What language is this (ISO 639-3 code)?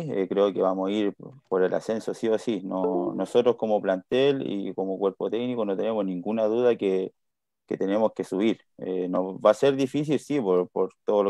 spa